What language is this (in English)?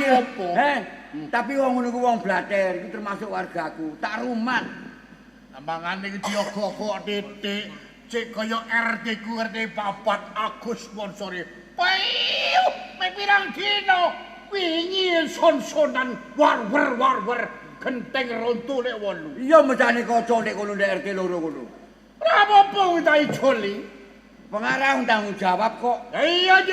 Javanese